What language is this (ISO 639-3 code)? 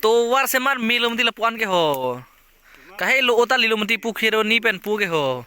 mjw